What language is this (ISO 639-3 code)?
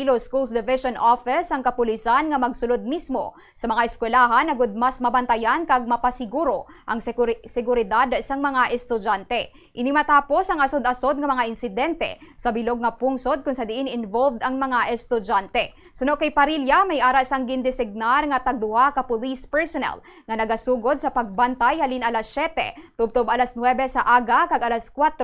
hil